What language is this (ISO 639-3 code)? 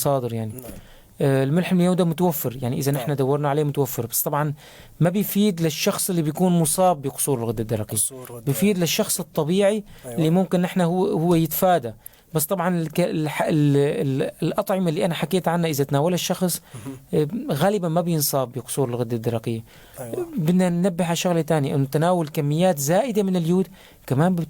apc